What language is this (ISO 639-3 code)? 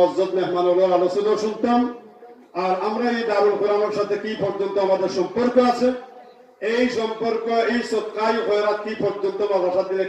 syl